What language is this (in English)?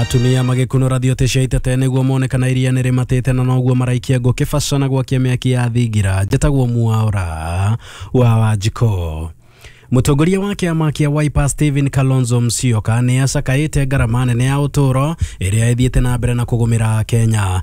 Kikuyu